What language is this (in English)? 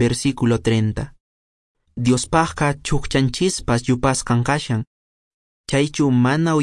Quechua